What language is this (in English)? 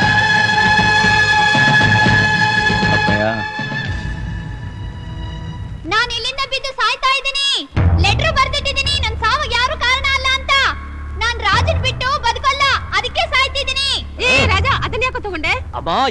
Kannada